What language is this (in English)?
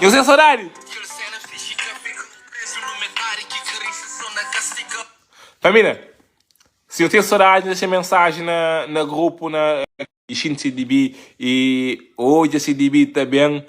Kabuverdianu